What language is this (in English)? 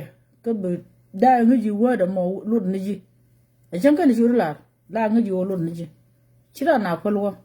Nuer